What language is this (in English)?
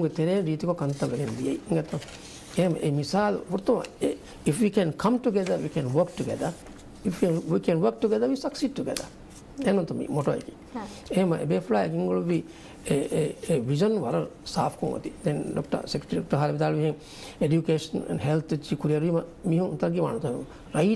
Divehi